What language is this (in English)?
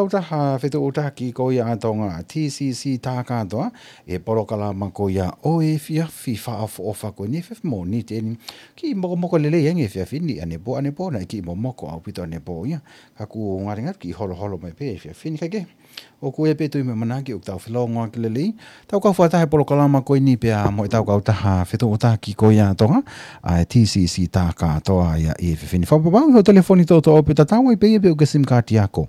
Tongan